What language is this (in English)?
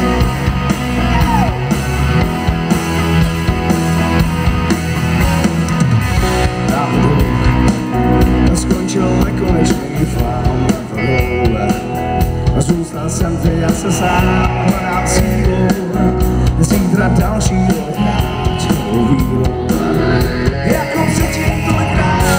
Czech